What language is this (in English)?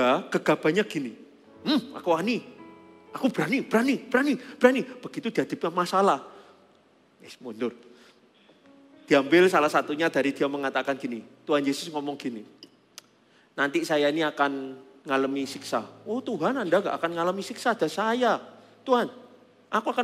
Indonesian